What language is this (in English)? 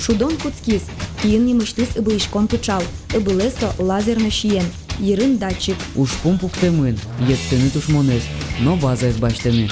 Udmurt